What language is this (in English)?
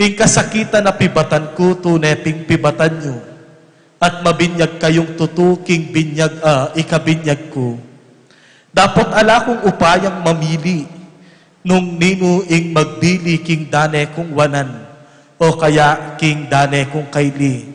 Pampanga